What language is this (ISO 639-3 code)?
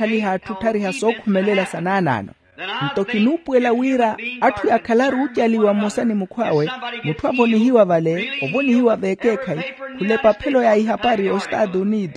vmw